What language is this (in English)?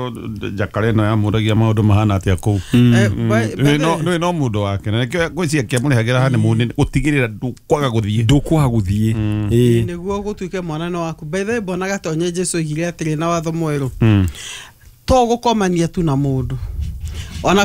Kikuyu